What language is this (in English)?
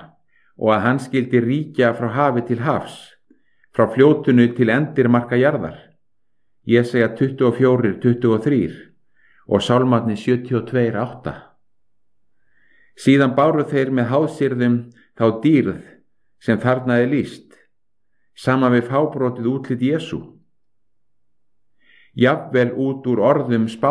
Icelandic